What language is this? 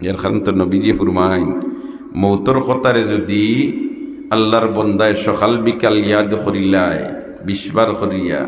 Sylheti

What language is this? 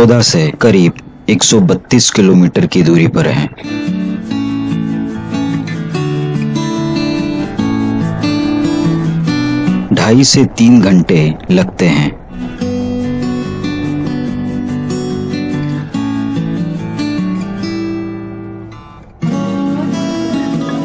Hindi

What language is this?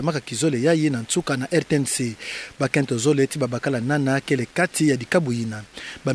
Kituba (Democratic Republic of Congo)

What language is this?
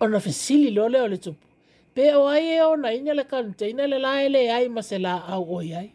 Samoan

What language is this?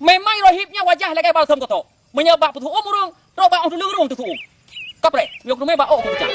Achinese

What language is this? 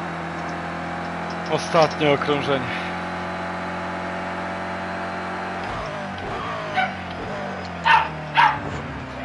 Polish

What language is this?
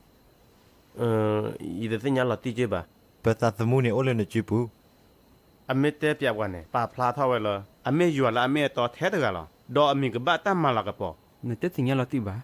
S'gaw Karen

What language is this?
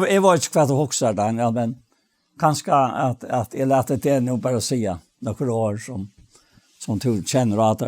Faroese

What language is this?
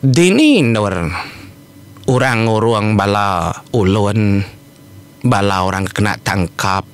Iban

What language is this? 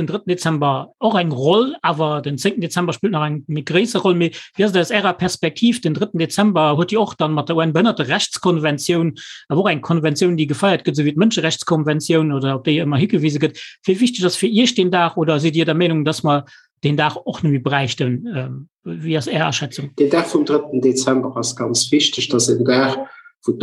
Luxembourgish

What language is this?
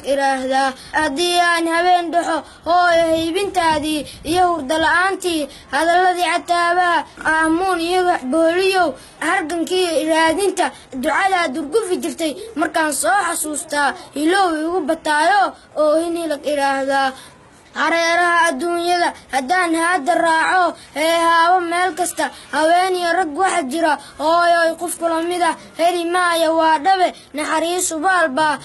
Somali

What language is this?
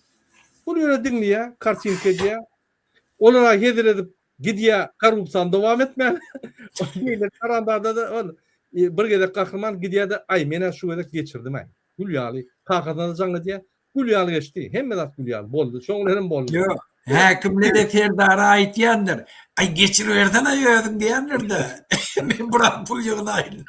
Turkmen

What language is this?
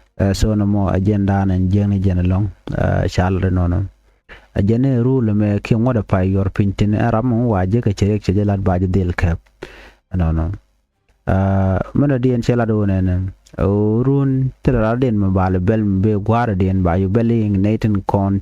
Nuer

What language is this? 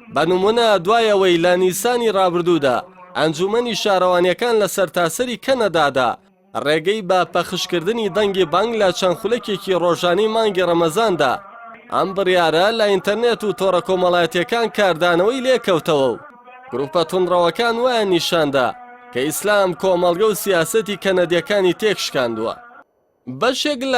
Central Kurdish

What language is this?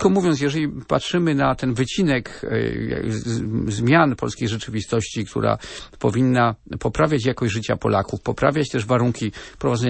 Polish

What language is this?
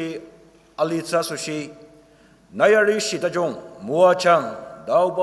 Ao Naga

